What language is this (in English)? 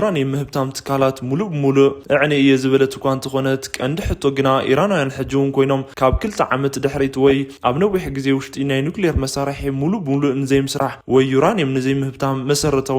Tigrinya